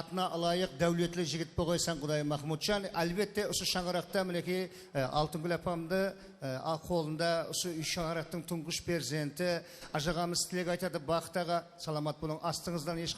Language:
Kara-Kalpak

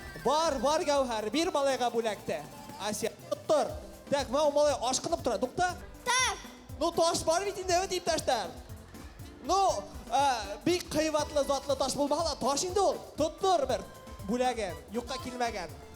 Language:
Bashkir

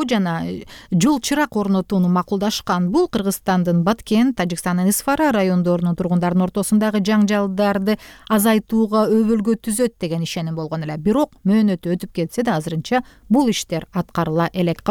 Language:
Kyrgyz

